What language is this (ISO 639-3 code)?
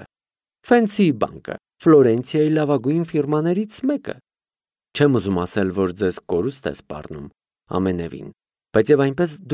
hye